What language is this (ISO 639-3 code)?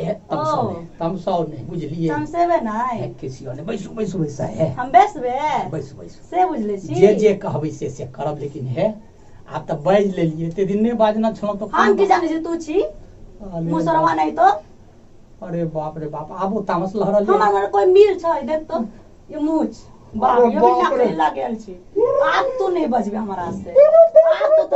mai